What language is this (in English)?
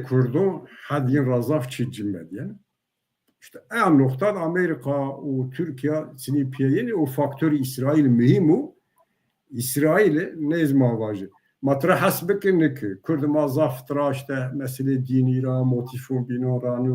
Zaza